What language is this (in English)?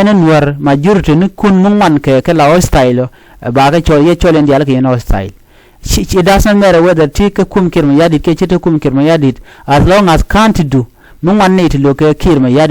Nuer